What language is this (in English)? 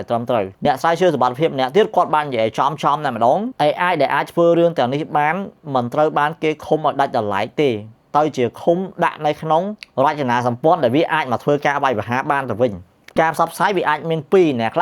Khmer